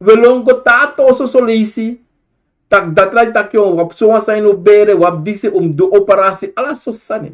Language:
Sranan Tongo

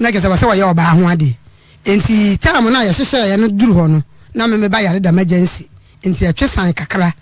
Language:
Akan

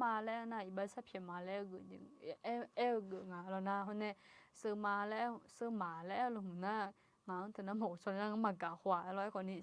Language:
Akha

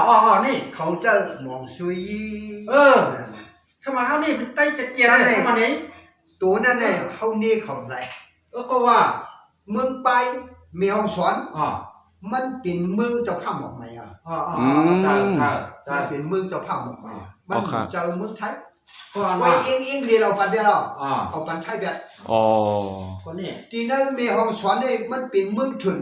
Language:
Shan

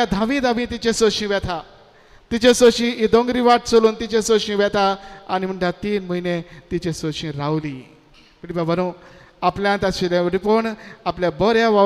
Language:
Konkani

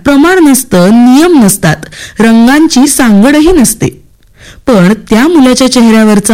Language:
Marathi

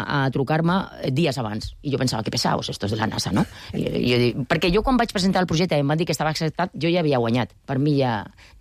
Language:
Catalan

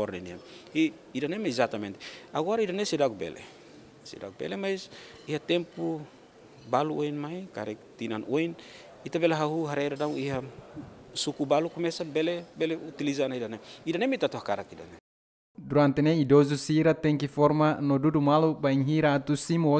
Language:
Tetum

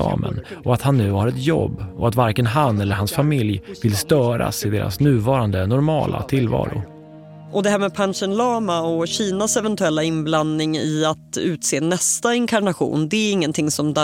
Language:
Swedish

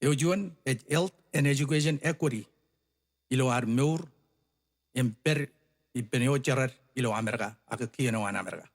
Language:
Marshallese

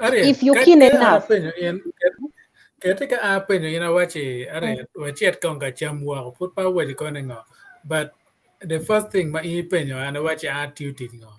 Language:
Acoli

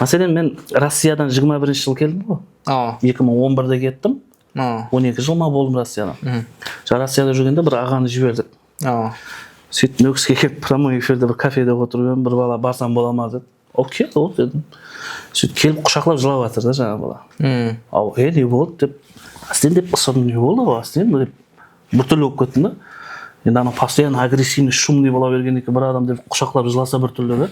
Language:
Kara-Kalpak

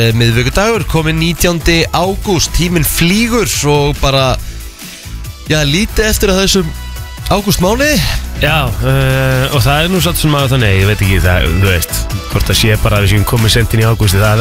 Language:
Icelandic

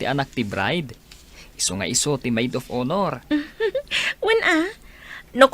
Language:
Iloko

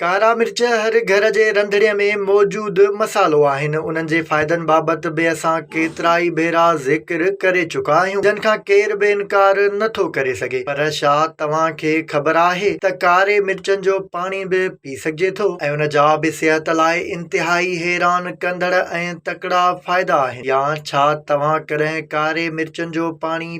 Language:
Sindhi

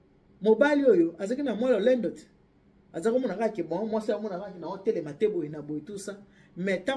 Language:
Lingala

